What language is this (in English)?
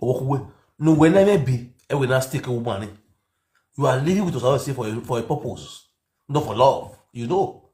Nigerian Pidgin